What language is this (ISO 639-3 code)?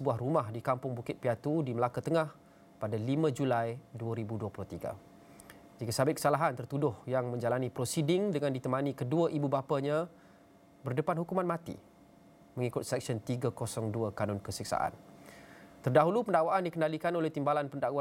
msa